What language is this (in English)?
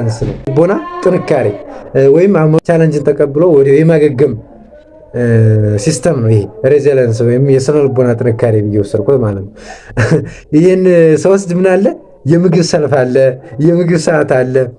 Amharic